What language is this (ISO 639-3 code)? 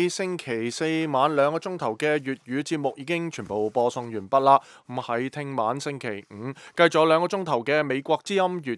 yue